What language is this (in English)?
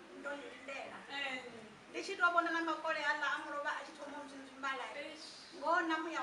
Venda